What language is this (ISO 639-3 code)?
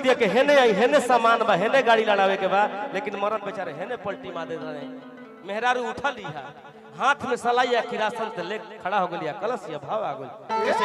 mag